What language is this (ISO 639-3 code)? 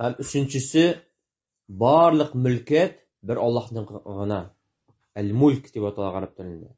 tat